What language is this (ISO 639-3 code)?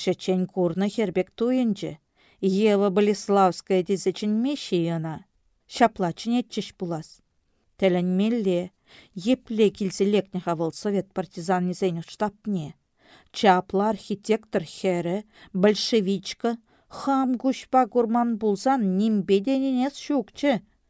chv